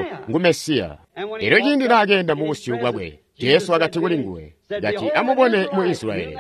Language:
Tonga (Zambia)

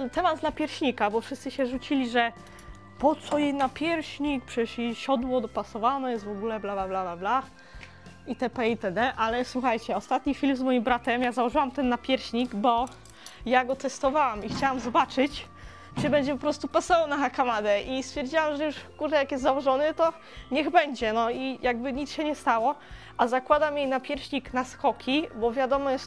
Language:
Polish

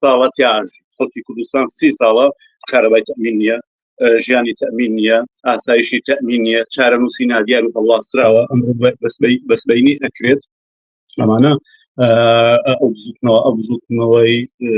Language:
Central Kurdish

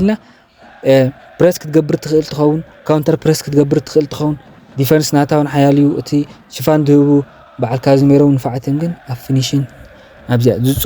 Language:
Tigrinya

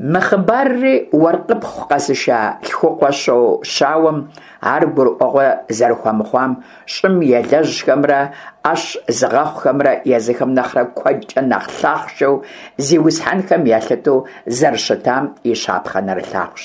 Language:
Kabardian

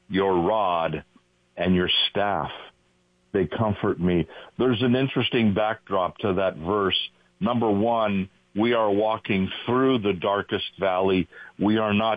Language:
English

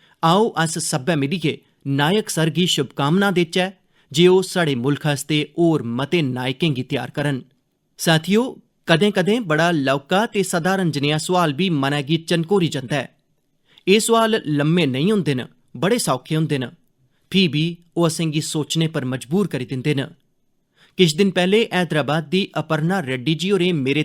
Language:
Dogri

